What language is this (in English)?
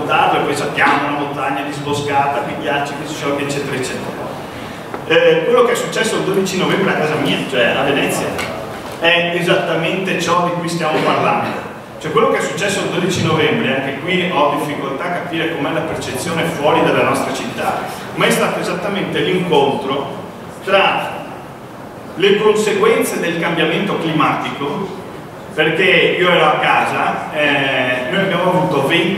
Italian